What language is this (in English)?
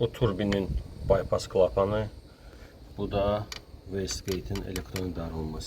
Azerbaijani